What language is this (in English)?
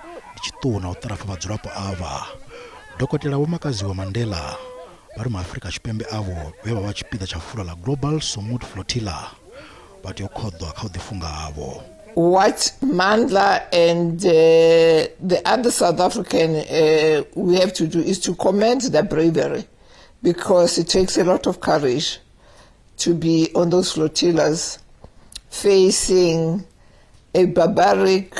Venda